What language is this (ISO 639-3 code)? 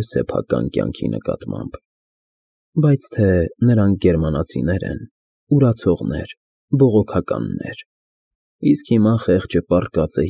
hye